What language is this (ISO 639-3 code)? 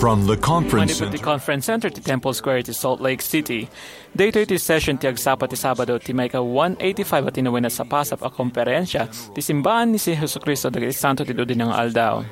ilo